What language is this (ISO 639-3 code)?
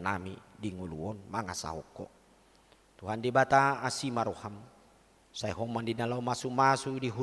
bbc